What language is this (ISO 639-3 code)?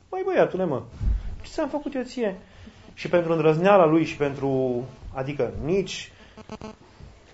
ron